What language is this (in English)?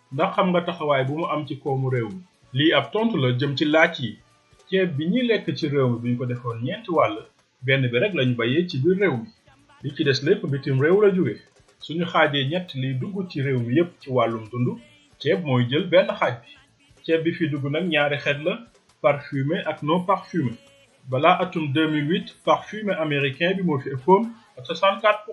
Wolof